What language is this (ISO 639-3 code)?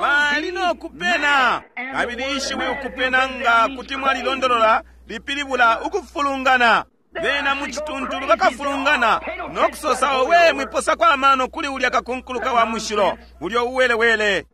bem